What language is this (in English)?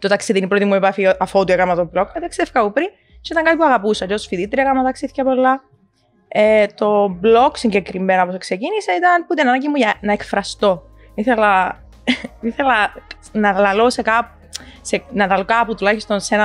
Greek